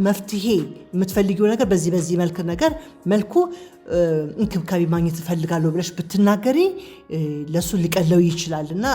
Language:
Amharic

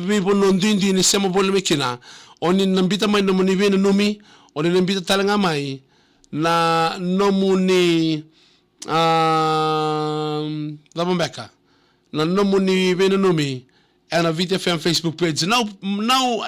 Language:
Fijian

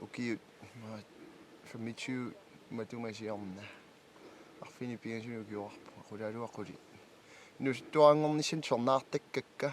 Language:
Kalaallisut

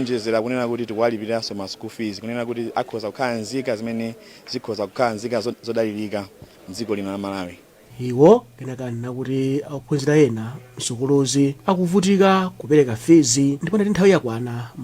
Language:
Nyanja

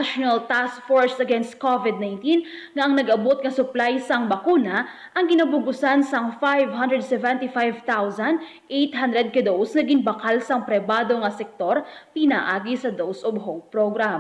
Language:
Hiligaynon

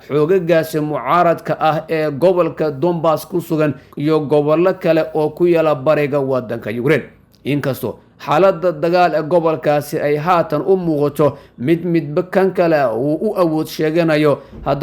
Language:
Somali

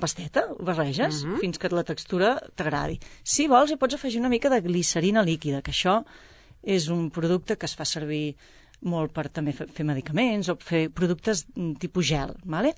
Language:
Catalan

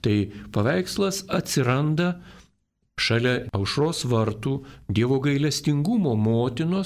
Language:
Lithuanian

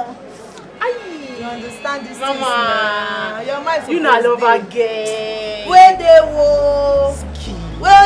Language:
Nigerian Pidgin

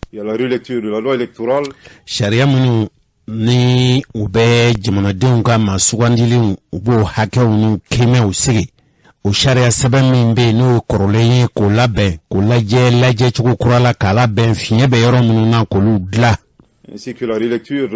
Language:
Bambara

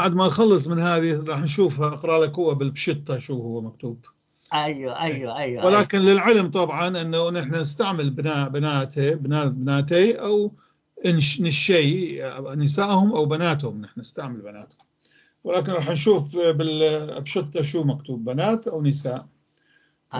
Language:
North Levantine Arabic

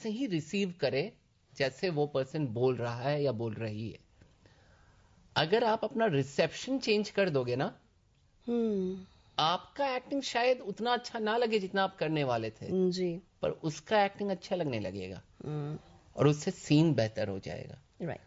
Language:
Hindi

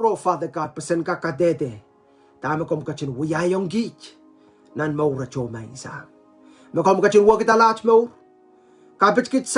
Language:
Pohnpeian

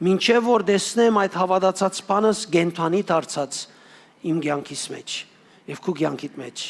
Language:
Western Armenian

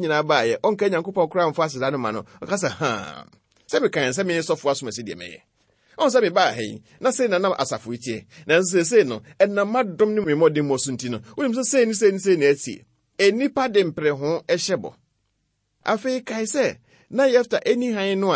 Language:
Akan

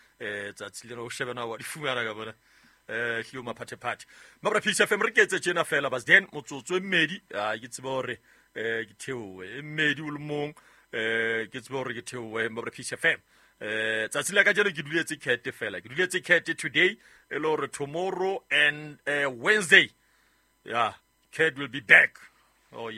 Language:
Southern Sotho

